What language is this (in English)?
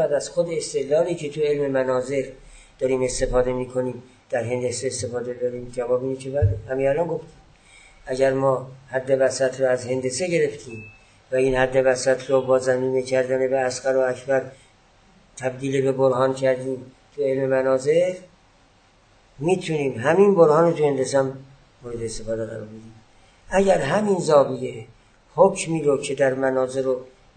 Persian